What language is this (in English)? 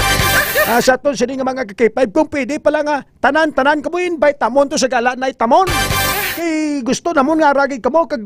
Hiligaynon